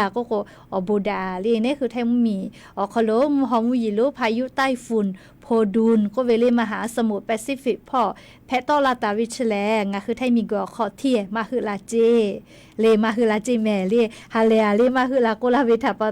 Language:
Lahu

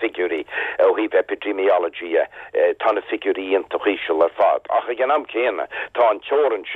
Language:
Irish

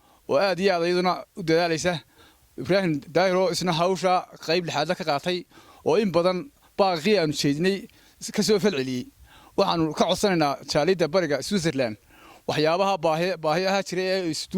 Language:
Somali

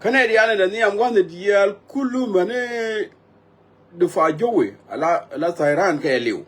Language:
Nuer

